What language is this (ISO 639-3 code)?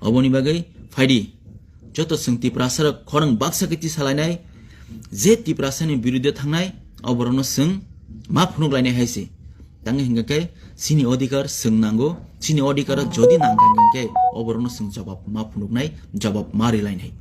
trp